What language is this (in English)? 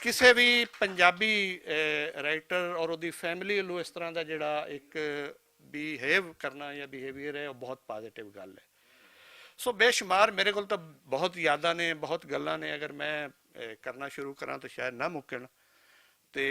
Western Panjabi